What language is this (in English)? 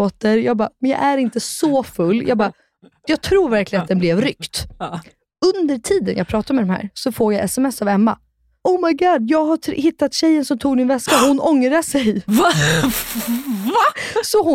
Swedish